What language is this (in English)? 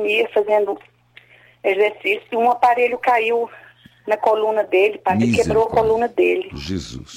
Portuguese